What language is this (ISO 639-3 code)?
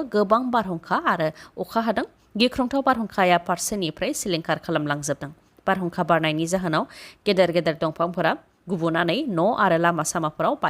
brx